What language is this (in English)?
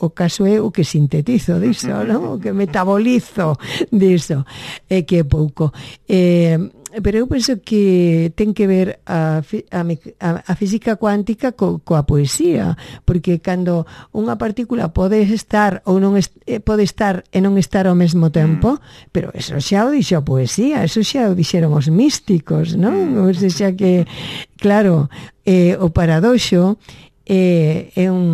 Galician